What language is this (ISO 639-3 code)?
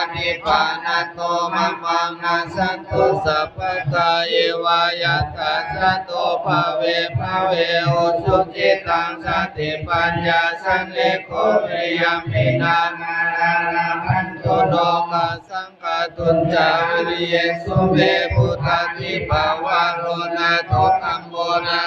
pli